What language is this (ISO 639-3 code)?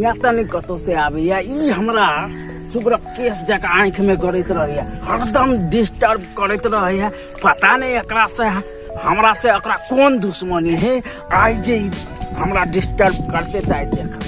mai